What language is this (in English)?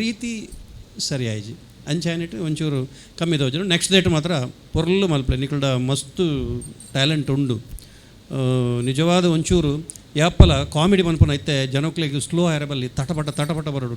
Tulu